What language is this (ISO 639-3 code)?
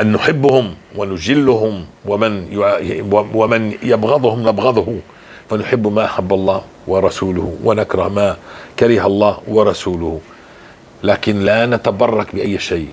apc